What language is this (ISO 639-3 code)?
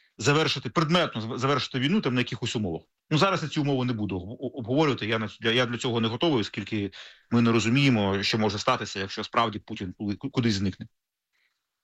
ukr